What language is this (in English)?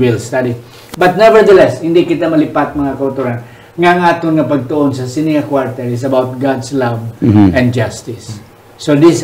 Hiligaynon